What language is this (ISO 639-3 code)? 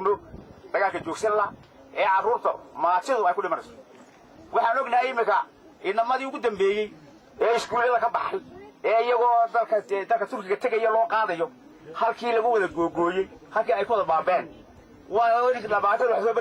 som